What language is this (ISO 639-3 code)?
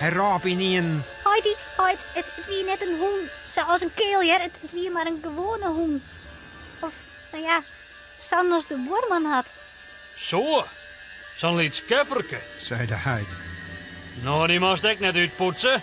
fry